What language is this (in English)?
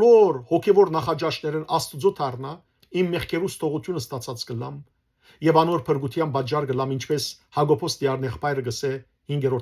Western Armenian